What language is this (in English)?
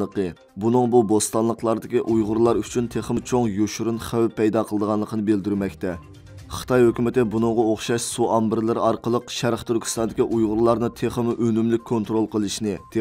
Uyghur